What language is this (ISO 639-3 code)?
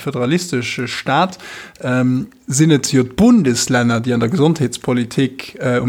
ltz